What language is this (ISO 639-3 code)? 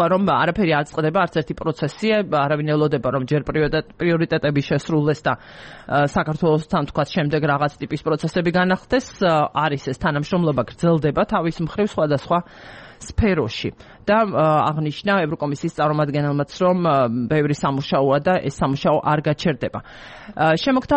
kat